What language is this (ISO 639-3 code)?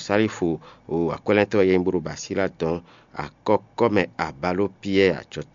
fon